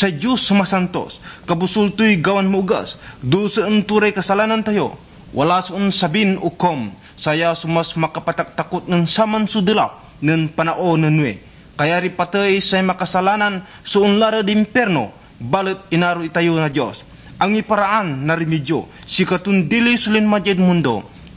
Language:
Pangasinan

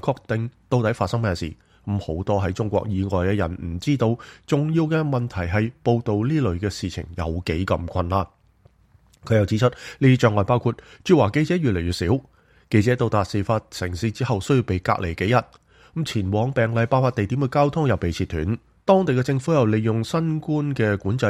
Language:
Cantonese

